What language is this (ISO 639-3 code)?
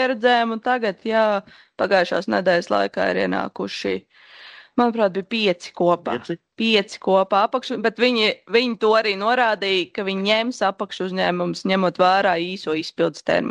lav